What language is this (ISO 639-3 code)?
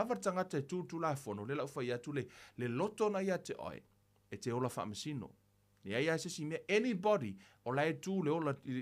smo